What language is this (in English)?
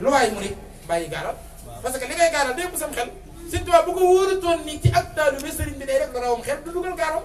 Wolof